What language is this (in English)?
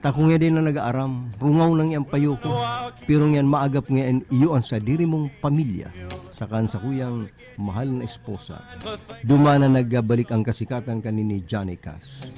Bikol